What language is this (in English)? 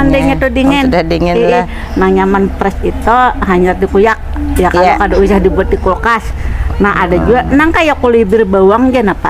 Banjar